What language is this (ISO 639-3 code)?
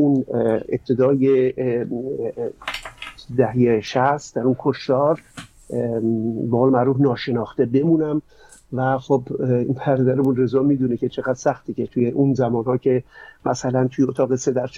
fas